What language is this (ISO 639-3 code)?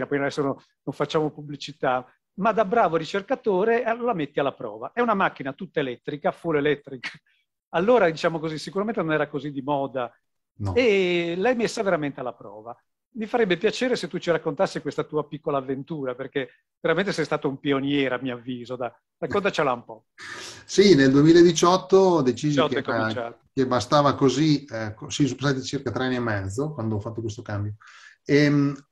ita